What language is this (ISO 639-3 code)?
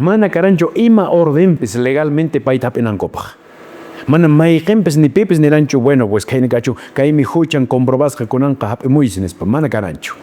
que